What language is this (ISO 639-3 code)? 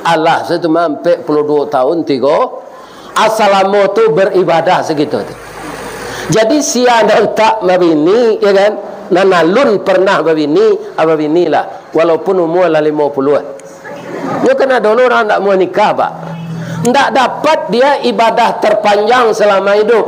min